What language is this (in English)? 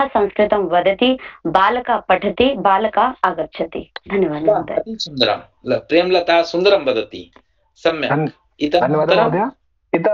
Sanskrit